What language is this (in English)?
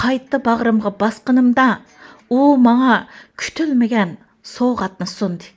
Uyghur